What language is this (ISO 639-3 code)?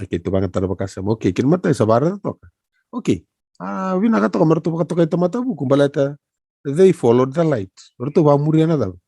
fij